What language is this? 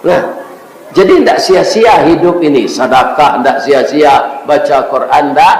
Minangkabau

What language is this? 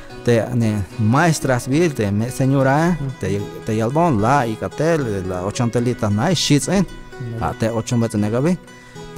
Tzeltal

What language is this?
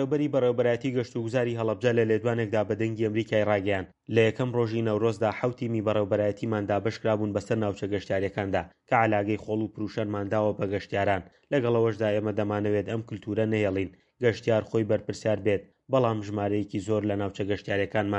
Central Kurdish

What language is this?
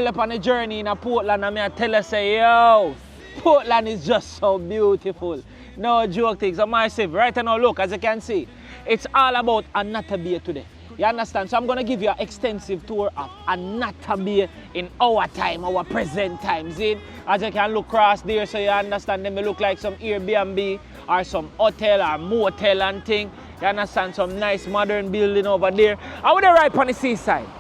Jamaican Creole English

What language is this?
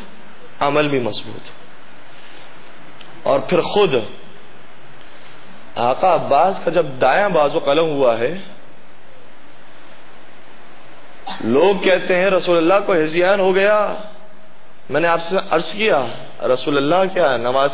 Urdu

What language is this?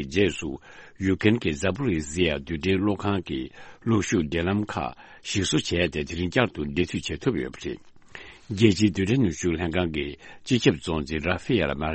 Tibetan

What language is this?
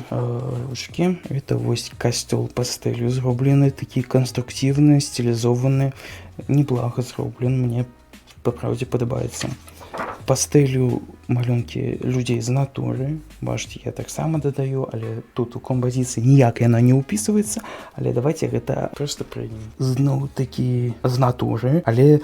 Belarusian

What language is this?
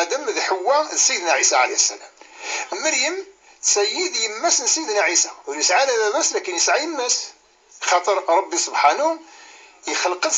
Kabyle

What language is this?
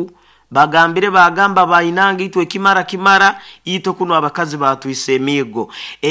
Nyoro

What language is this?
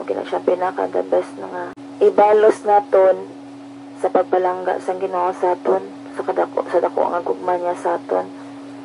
Hiligaynon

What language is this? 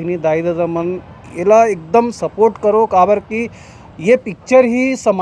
Chhattisgarhi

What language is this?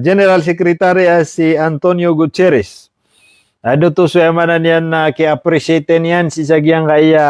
Maranao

